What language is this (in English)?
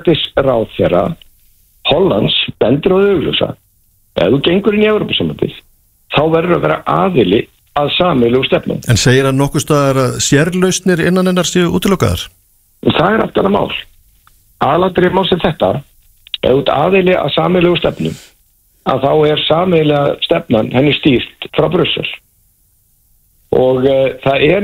Icelandic